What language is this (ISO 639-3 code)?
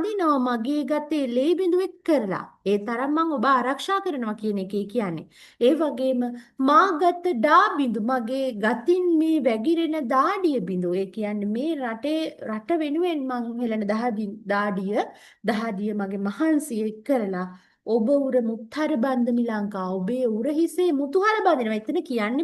sin